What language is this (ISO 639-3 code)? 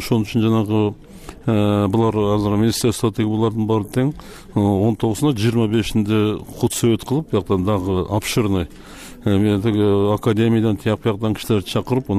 kir